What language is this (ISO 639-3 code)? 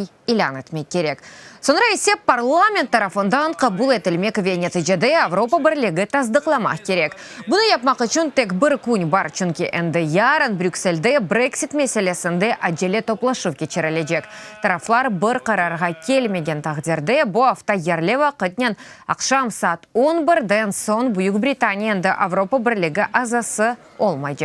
crh